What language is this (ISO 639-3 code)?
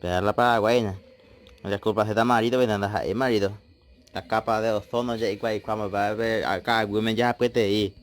grn